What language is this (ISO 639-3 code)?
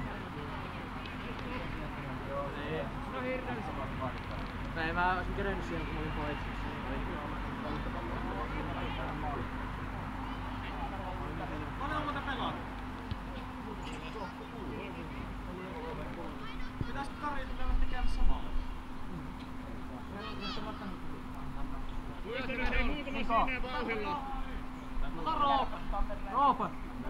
fin